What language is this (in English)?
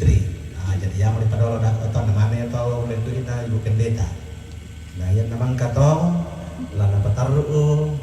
Toraja-Sa'dan